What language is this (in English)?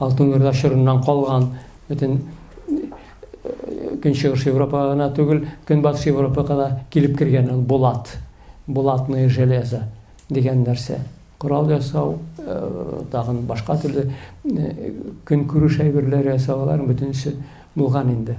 Tatar